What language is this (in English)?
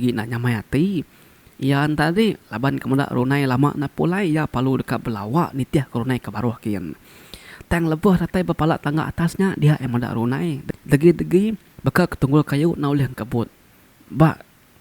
Iban